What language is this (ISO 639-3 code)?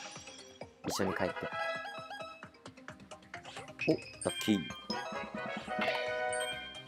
jpn